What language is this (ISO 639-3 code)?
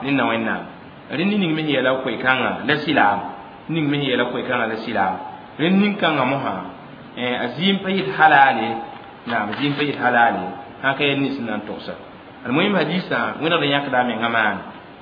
mos